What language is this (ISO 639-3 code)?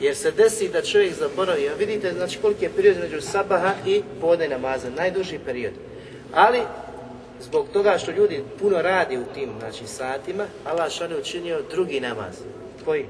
bos